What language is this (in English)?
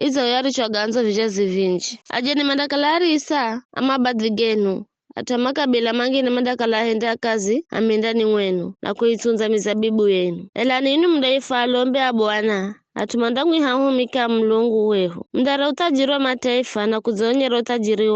Giryama